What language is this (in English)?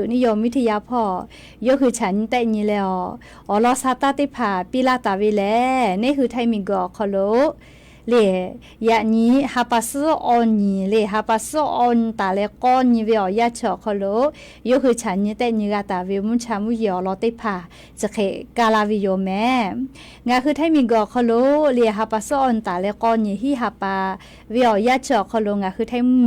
Lahu